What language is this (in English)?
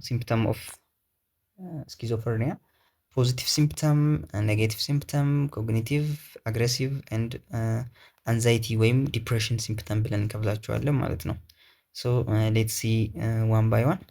Amharic